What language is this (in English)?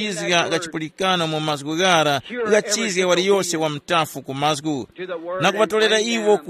Tumbuka